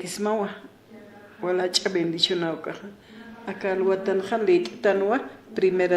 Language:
Aymara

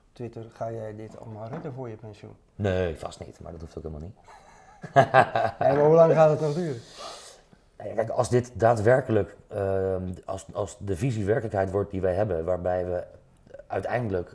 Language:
Dutch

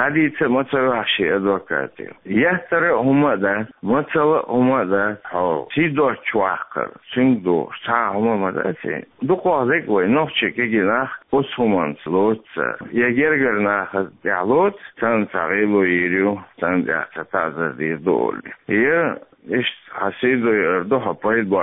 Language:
Chechen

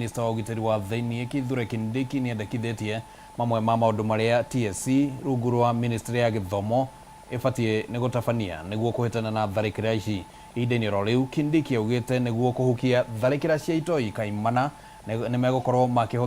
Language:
Kikuyu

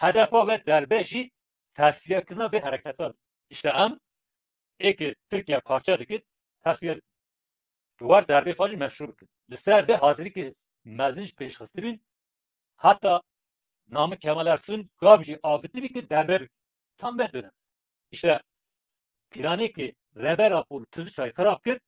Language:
Kurdish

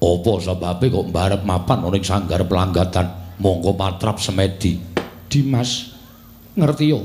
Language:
Javanese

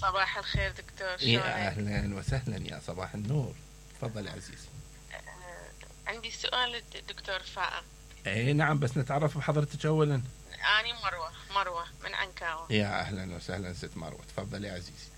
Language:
Mesopotamian Arabic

